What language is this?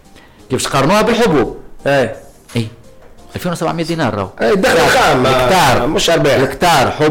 Tunisian Arabic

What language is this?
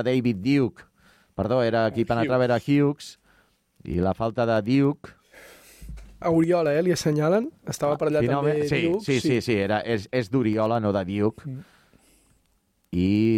Catalan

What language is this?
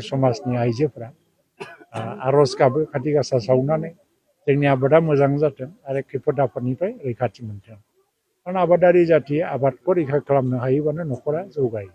Bodo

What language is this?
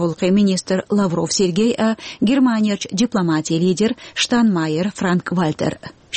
Chechen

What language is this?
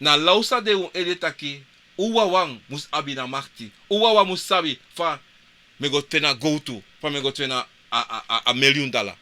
Sranan Tongo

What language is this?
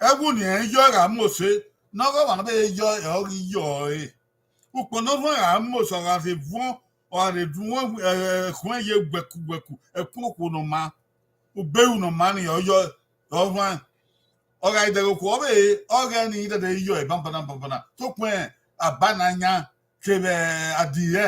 Bini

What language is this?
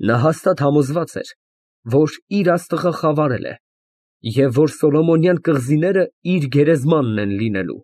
Armenian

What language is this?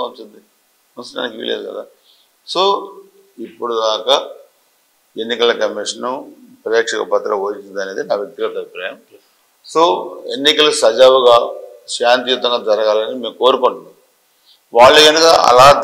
Telugu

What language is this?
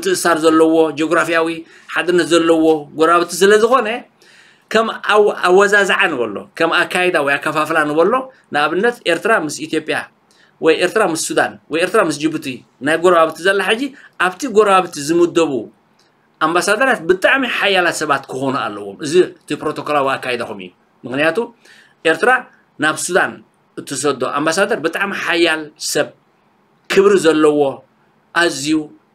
Tigrinya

